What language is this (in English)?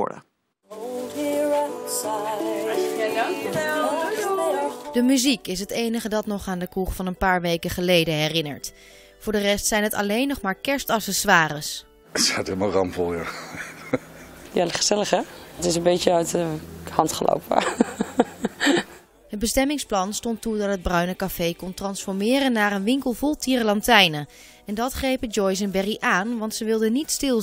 Dutch